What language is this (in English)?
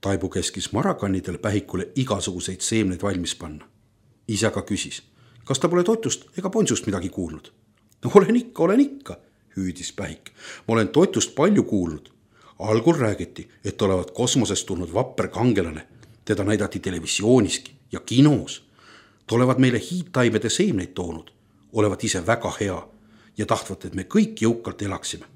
Estonian